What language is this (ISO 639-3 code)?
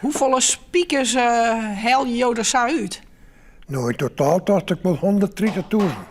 fry